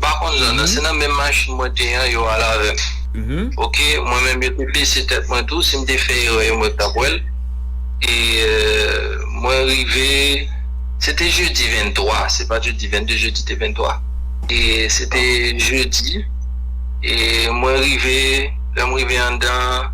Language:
Haitian Creole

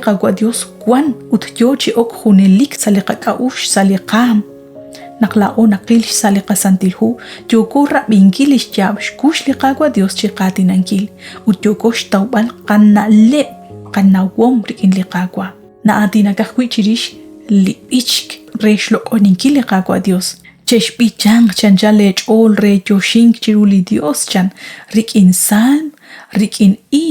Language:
Kekchí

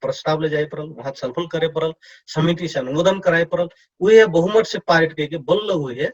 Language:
Dangaura Tharu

